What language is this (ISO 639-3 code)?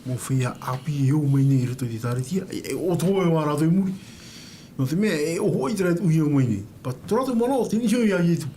tah